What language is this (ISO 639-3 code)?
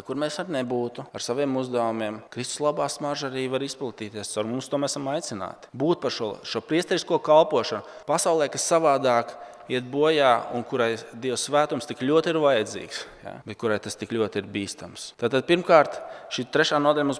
lav